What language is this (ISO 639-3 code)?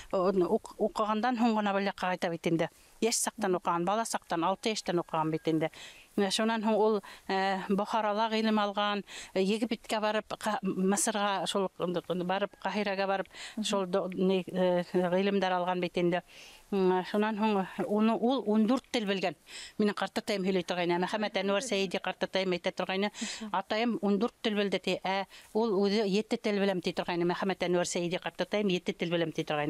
bak